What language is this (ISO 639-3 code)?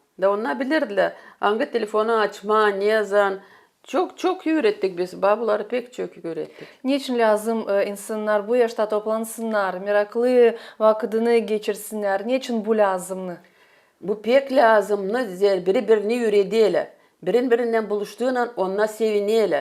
gag